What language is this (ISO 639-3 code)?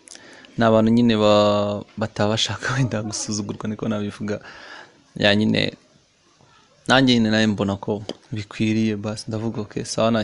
kin